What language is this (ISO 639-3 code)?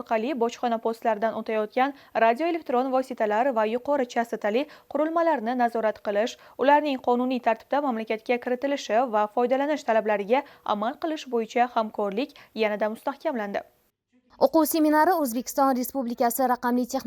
uzb